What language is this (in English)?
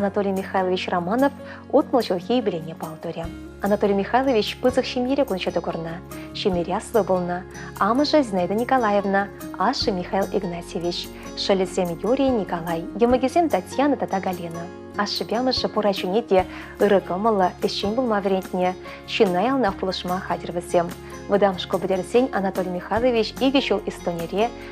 Chuvash